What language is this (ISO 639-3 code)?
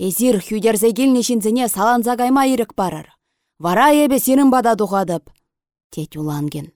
chv